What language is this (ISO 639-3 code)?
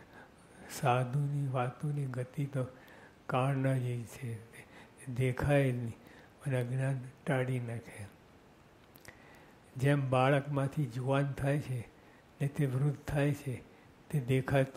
guj